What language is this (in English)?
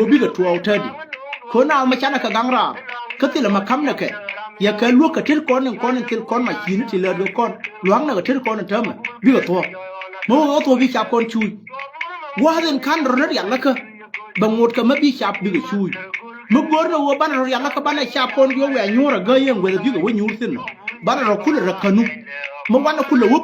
Nuer